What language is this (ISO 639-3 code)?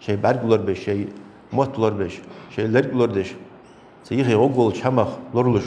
inh